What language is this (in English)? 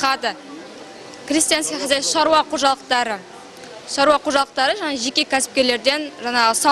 Kazakh